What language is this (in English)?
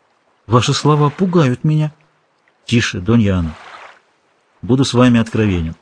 Russian